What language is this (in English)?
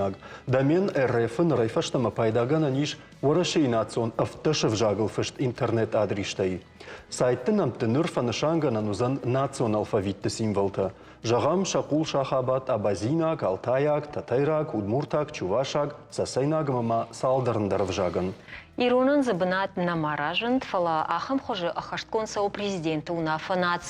Ossetic